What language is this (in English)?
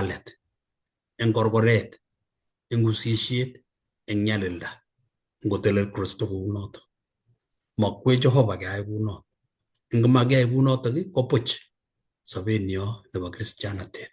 Kalenjin